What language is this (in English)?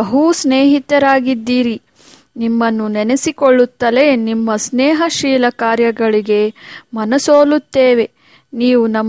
Kannada